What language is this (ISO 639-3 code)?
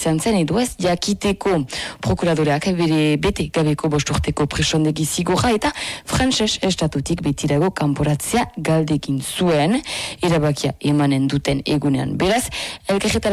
eus